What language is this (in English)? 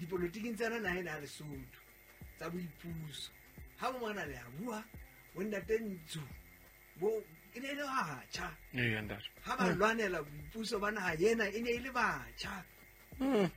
Southern Sotho